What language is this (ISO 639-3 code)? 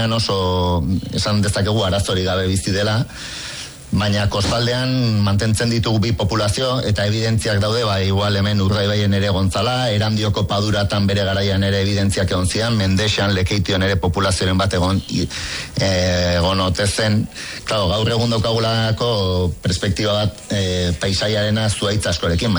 eus